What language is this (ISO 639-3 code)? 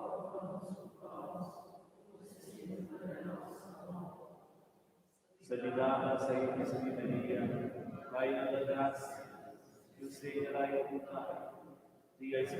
roh